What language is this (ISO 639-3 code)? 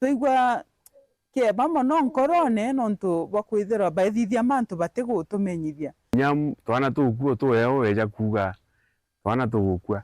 mer